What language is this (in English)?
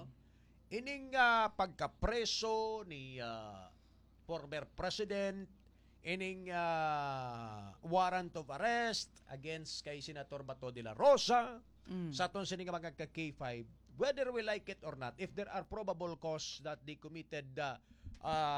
Hiligaynon